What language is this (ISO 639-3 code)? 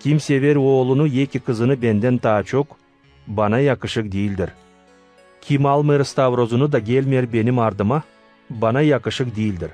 gag